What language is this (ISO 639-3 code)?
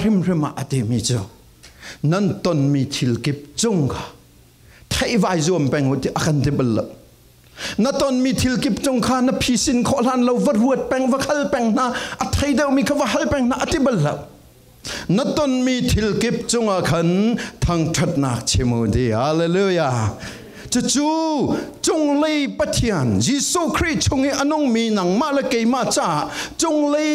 cfm